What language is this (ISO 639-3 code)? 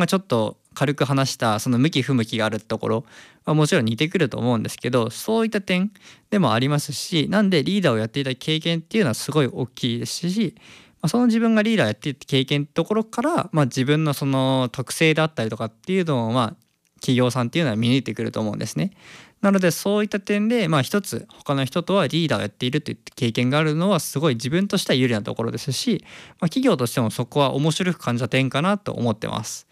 jpn